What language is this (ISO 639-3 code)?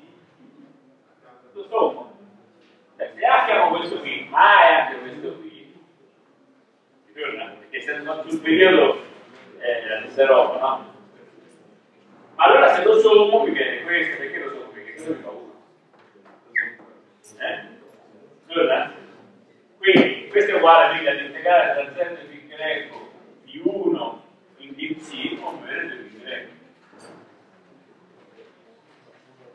ita